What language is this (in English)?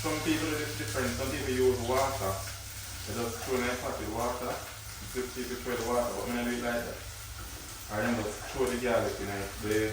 Jamaican Creole English